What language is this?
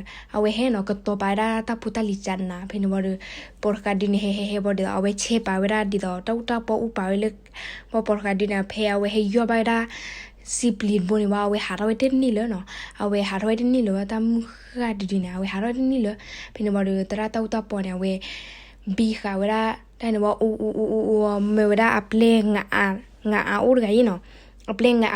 S'gaw Karen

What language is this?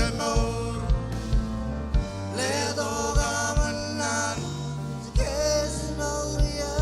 Marshallese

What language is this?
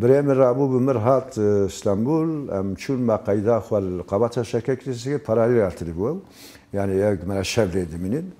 Kurdish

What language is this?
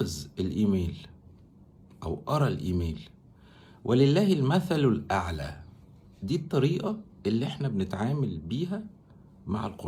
Egyptian Arabic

